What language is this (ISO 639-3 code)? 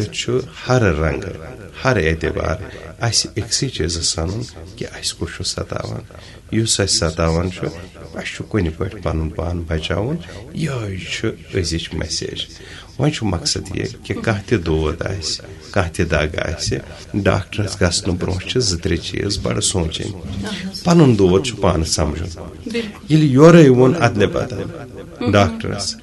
kas